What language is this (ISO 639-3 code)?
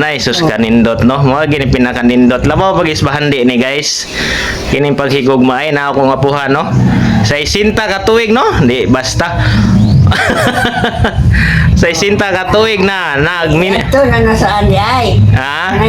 ceb